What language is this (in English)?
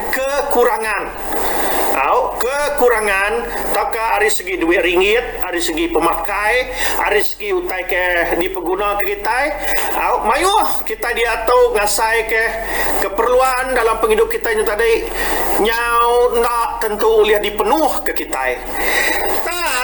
Iban